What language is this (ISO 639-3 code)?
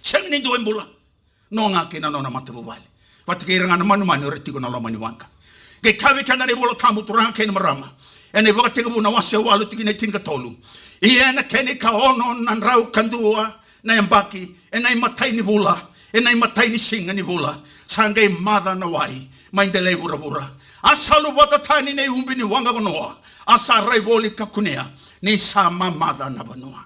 fij